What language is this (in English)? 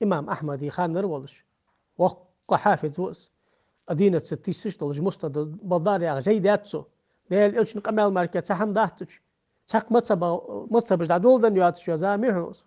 Ingush